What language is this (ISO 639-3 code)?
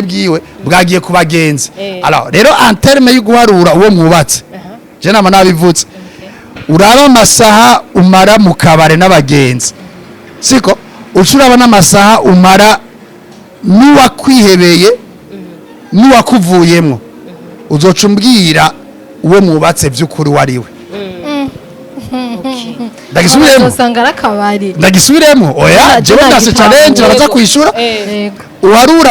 run